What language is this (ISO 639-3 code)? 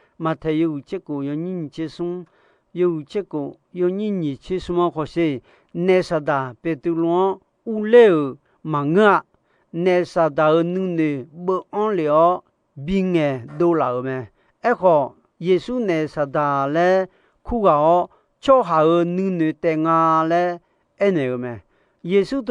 ahk